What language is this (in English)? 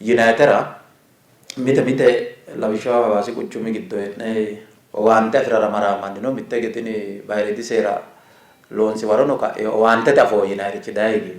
Sidamo